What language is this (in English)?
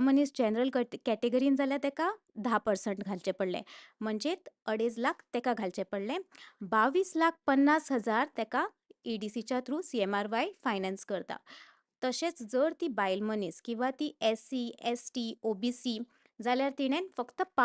Konkani